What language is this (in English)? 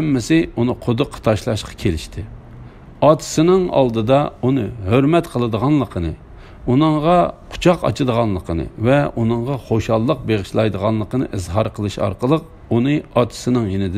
Uyghur